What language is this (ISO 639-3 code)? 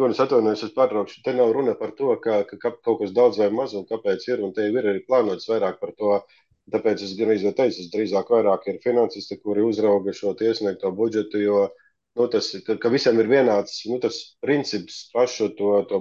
lav